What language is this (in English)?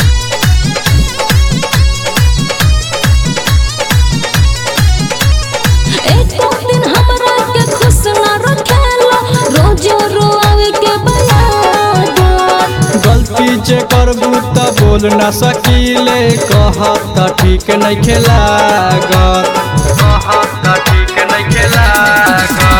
Bhojpuri